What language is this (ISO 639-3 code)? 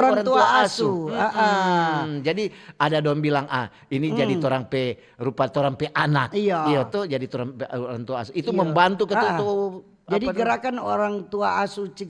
xmm